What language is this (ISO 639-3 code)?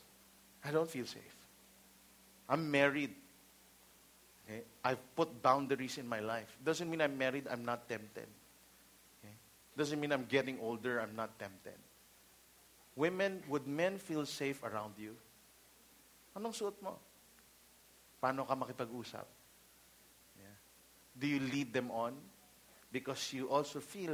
fil